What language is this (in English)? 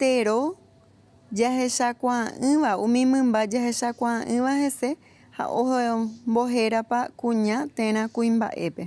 Guarani